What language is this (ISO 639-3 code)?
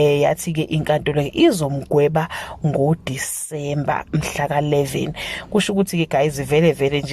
zul